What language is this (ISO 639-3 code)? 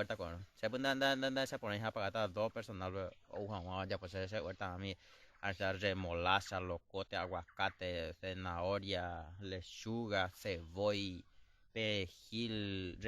grn